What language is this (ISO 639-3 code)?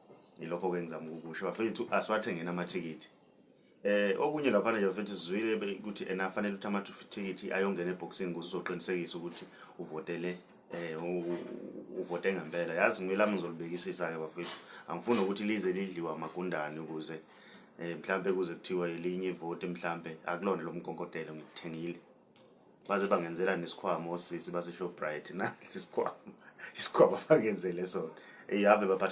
zul